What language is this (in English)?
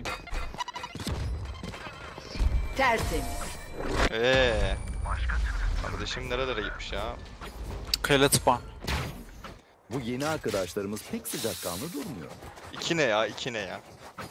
Turkish